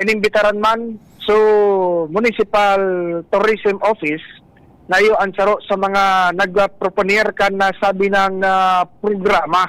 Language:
Bikol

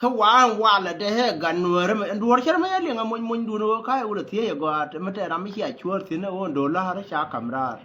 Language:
Nuer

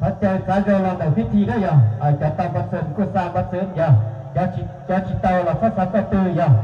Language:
Hmong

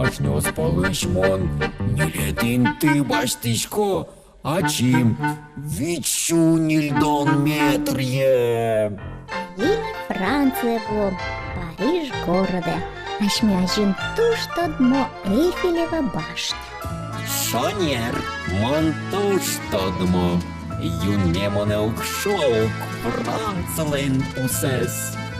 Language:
Udmurt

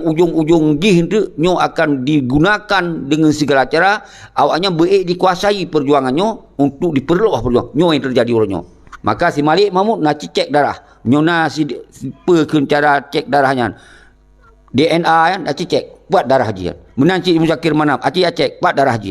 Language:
Achinese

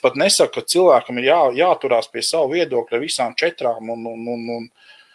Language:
Latvian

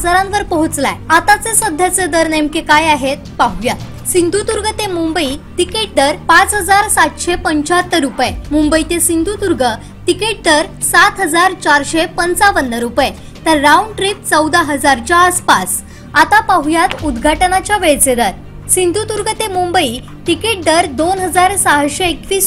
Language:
Marathi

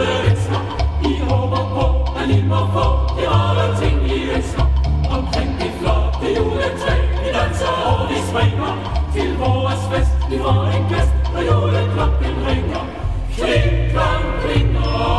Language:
Danish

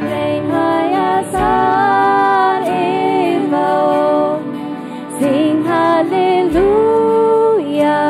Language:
Plautdietsch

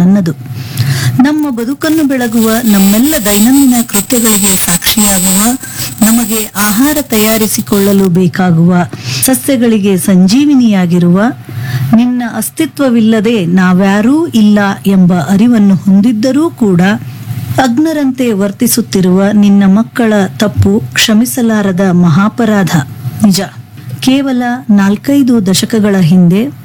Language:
Kannada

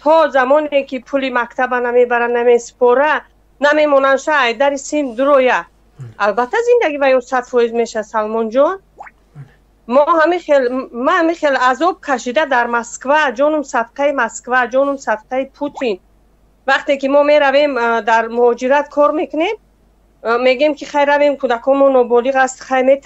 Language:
Tajik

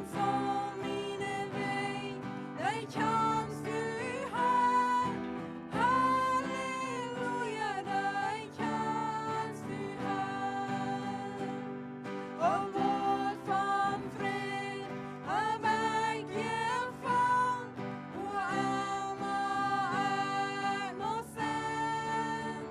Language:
Plautdietsch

